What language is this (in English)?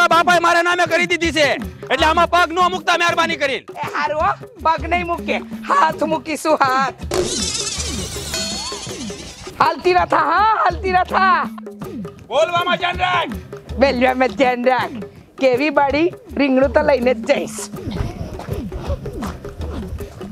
Gujarati